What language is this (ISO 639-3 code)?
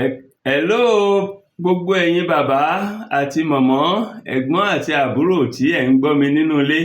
yor